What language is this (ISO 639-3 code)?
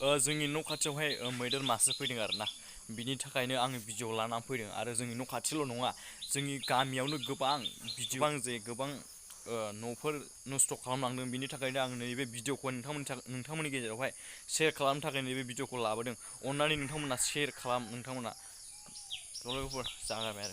brx